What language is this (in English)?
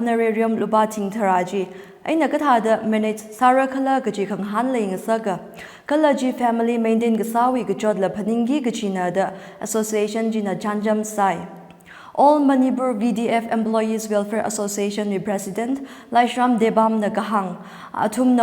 Tangkhul Naga (India)